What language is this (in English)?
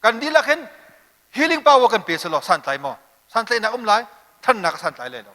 Hakha Chin